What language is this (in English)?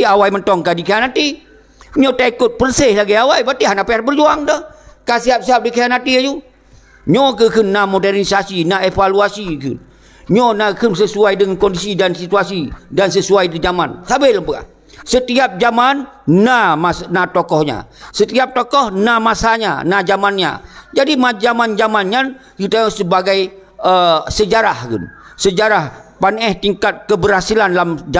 Achinese